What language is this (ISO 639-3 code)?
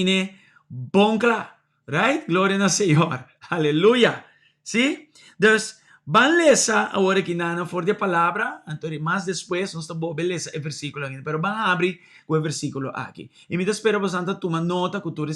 pap